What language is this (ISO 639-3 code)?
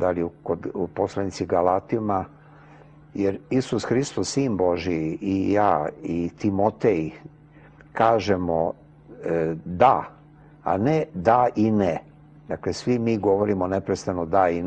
srp